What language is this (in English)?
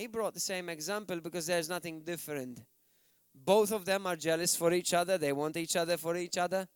English